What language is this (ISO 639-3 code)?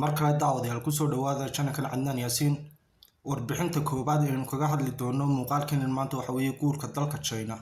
som